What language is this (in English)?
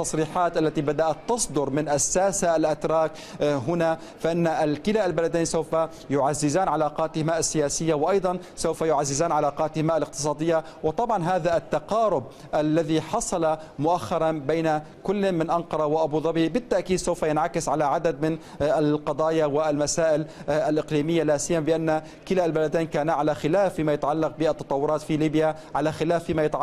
Arabic